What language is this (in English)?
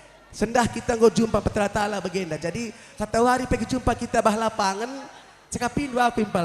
Batak Karo